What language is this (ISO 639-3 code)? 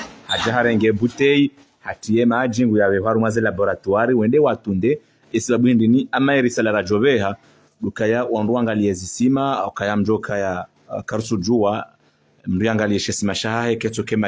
swa